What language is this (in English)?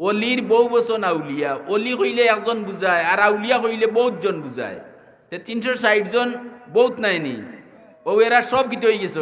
Sylheti